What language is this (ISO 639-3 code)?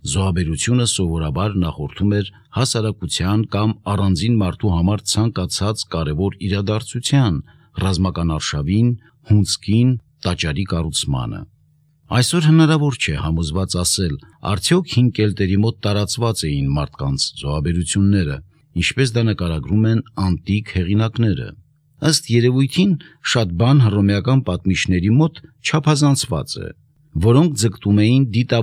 hye